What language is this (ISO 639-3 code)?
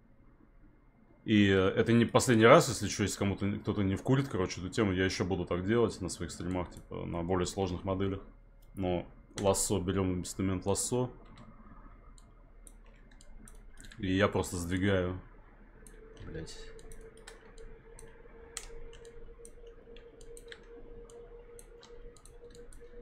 rus